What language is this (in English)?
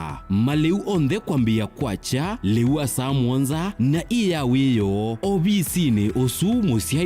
Kamba